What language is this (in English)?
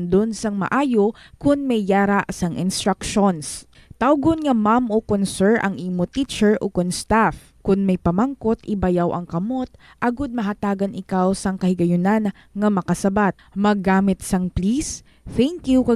Hiligaynon